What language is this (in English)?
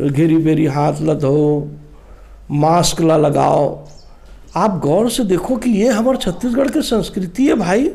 Chhattisgarhi